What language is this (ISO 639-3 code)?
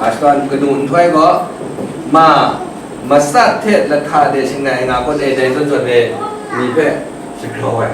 kac